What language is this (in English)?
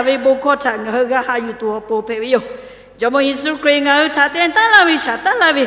Lahu